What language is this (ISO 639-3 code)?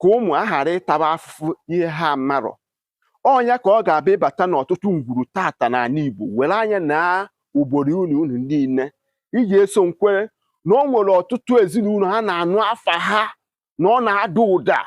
ibo